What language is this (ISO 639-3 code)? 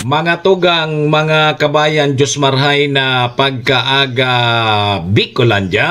bik